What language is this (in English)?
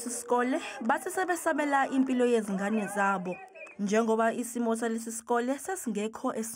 Zulu